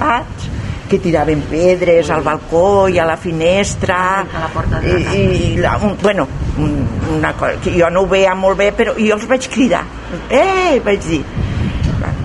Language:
Catalan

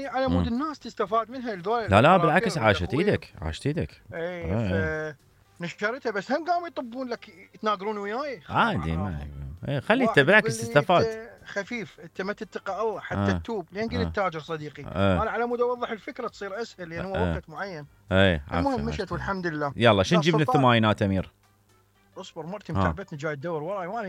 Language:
Mesopotamian Arabic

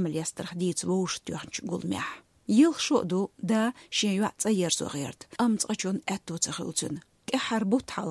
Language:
Chechen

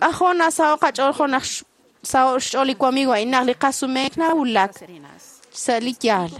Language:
Kekchí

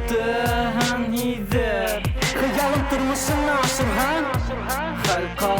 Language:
Bashkir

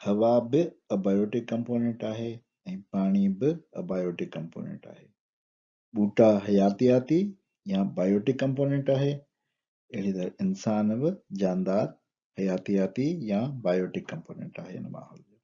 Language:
Sindhi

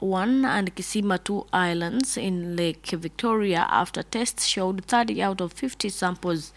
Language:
Nyoro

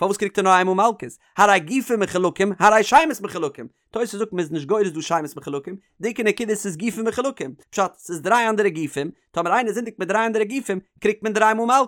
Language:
Yiddish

